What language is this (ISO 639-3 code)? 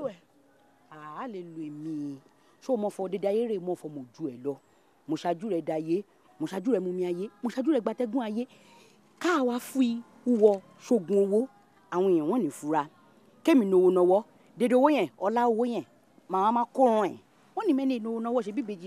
yor